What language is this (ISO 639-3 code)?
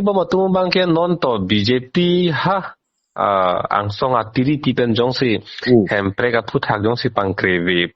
mjw